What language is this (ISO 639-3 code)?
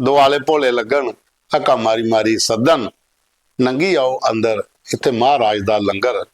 doi